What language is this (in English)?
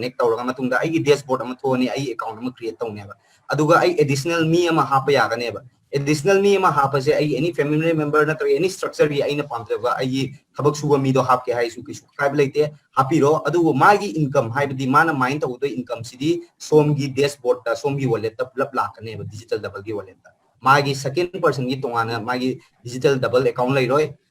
Manipuri